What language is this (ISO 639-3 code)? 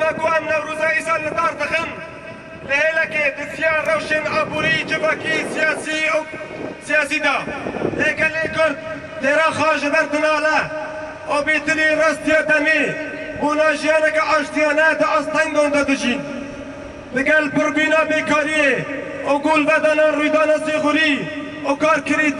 kur